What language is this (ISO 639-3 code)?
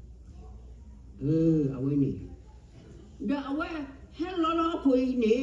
ksw